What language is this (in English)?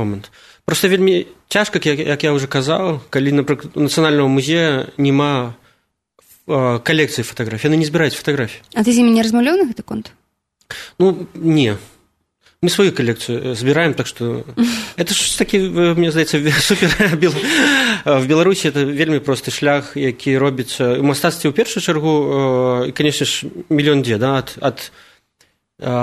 Belarusian